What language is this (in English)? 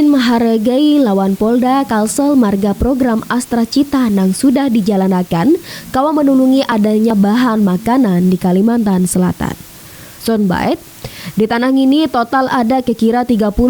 Banjar